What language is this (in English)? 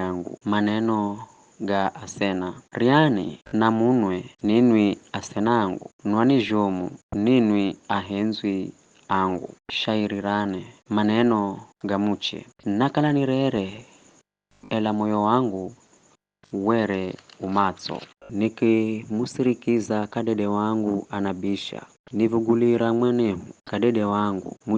Giryama